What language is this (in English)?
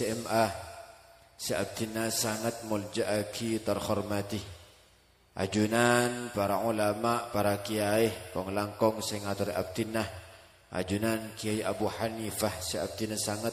Madurese